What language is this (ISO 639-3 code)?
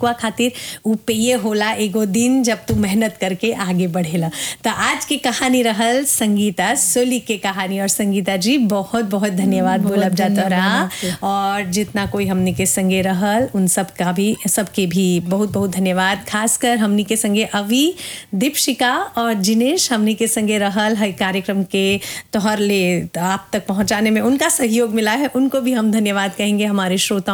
bho